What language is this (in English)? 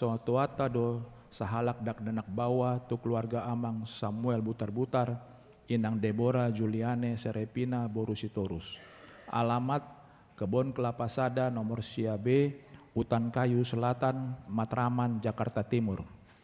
Batak Toba